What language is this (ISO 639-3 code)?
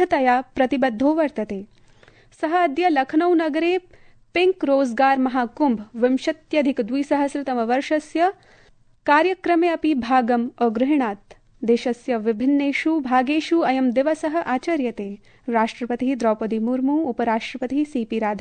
san